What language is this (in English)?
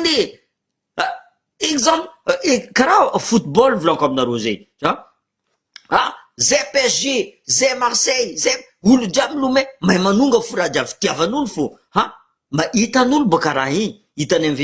Malagasy